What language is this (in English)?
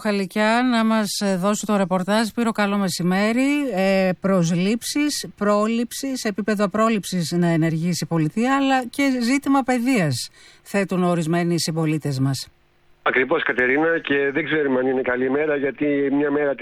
Greek